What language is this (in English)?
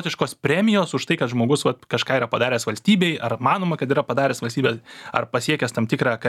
Lithuanian